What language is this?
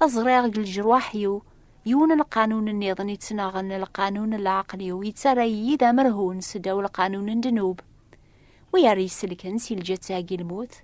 Kabyle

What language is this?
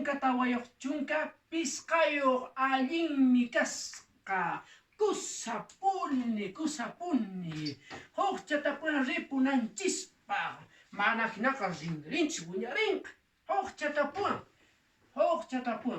Quechua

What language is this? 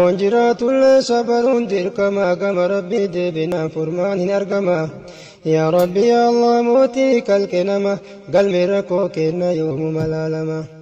Oromo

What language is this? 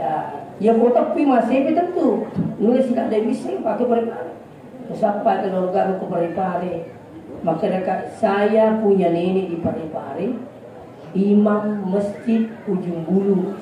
Buginese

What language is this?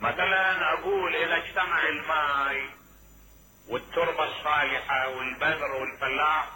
Mesopotamian Arabic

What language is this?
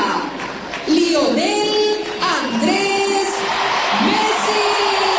Spanish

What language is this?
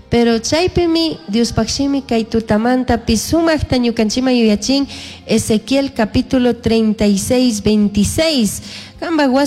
Chimborazo Highland Quichua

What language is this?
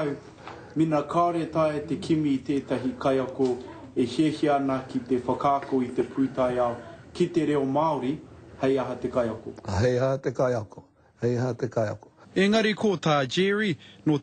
Māori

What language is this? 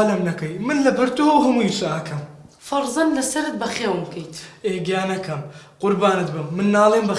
Central Kurdish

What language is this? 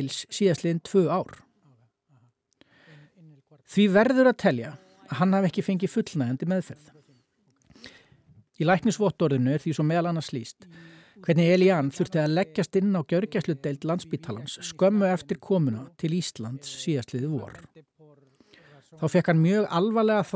Icelandic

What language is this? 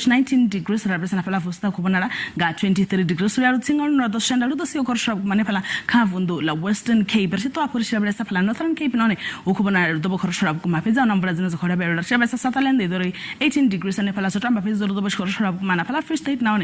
Venda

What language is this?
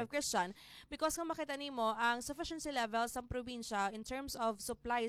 Hiligaynon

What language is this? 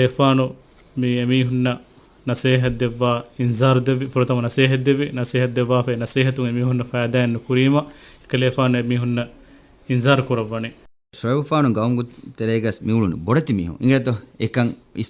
Divehi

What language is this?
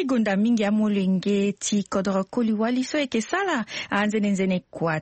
Sango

